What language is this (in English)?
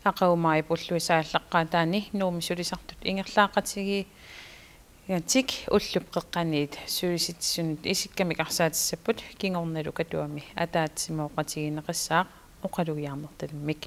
Kalaallisut